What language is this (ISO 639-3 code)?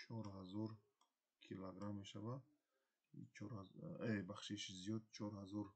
tgk